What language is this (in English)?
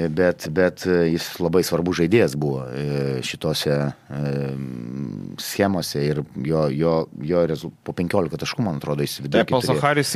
Lithuanian